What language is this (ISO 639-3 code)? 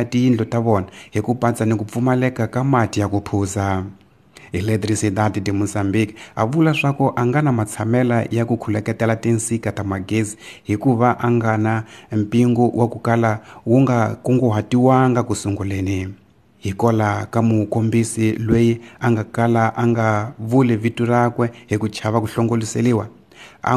tso